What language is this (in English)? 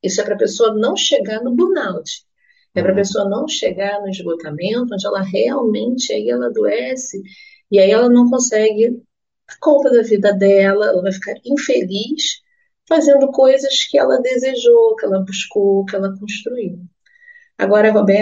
Portuguese